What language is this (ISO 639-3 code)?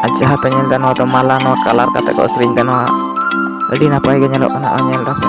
sat